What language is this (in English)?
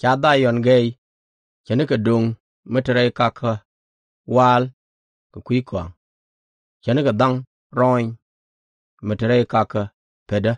Nuer